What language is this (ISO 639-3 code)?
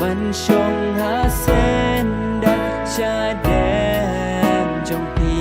kha